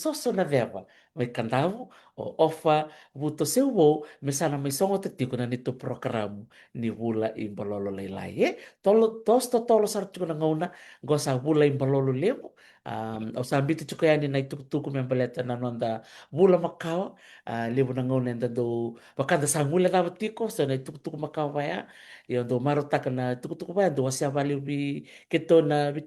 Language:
Fijian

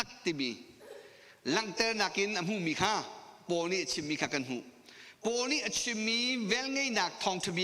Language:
Hakha Chin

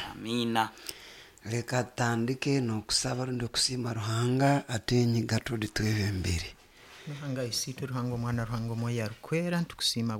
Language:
Nyoro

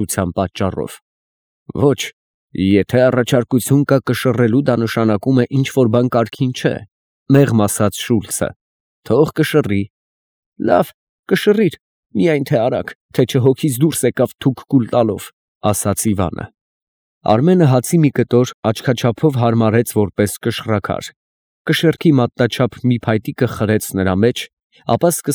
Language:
Armenian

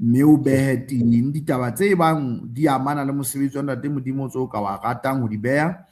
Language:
Southern Sotho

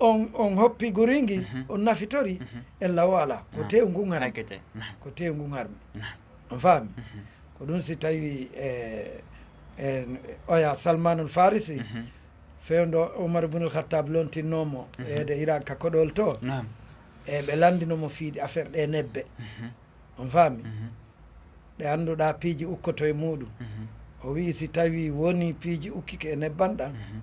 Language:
Fula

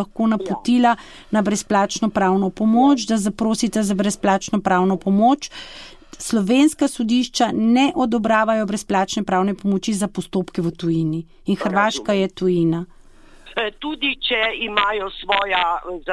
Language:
Slovenian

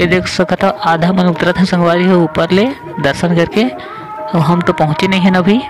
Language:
Chhattisgarhi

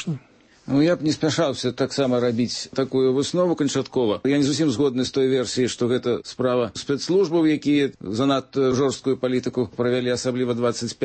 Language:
Belarusian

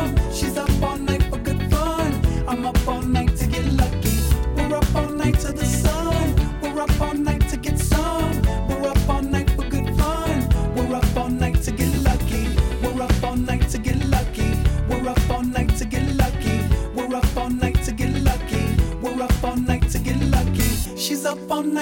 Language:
English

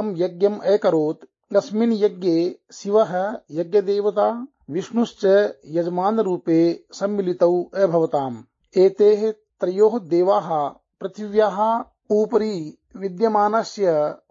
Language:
Sanskrit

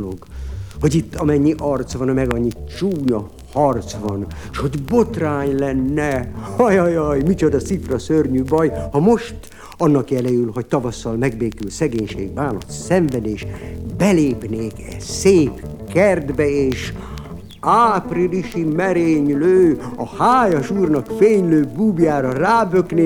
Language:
Hungarian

